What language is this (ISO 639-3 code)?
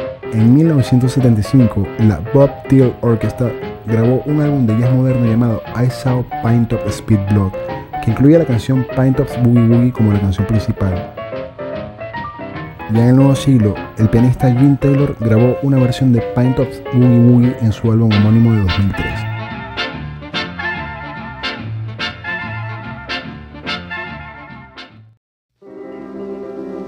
spa